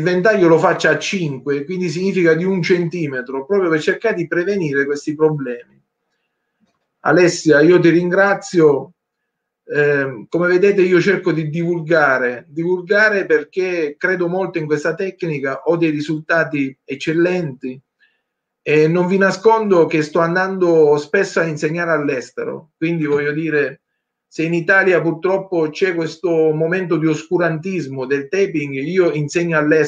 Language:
Italian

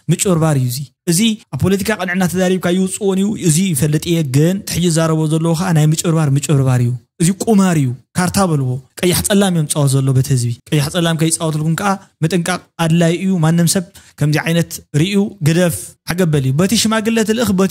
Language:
Tigrinya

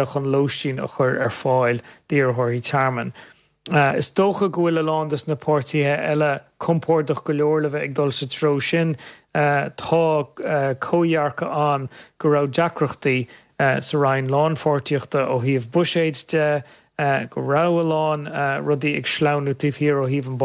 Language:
Irish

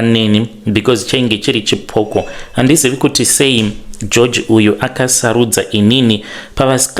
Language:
Shona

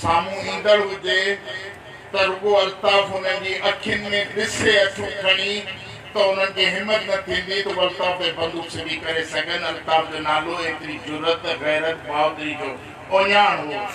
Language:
Sindhi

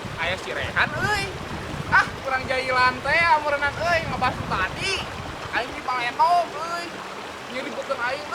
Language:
Sundanese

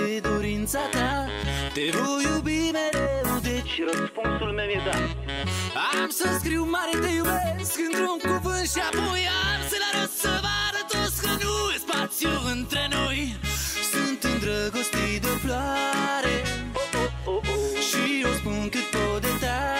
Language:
Romanian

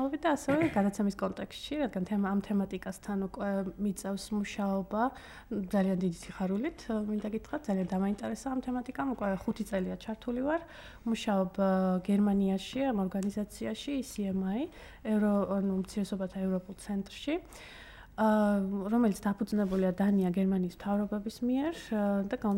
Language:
Georgian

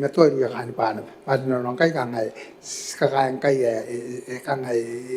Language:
Gilbertese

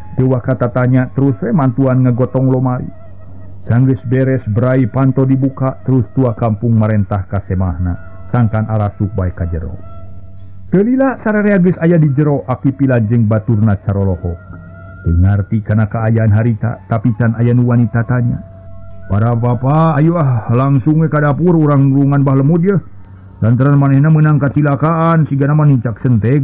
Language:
Sundanese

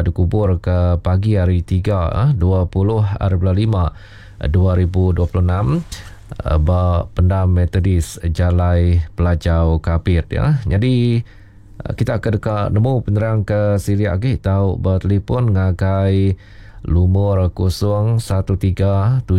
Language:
Iban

